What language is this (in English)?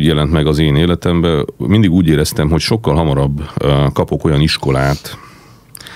Hungarian